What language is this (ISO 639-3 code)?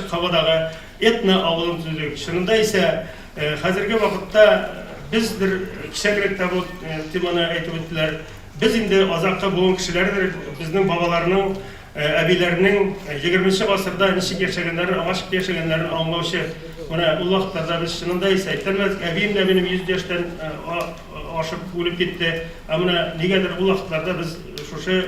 tat